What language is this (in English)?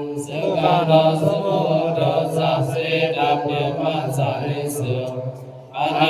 Pali